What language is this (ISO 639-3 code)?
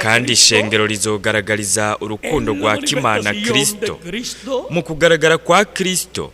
run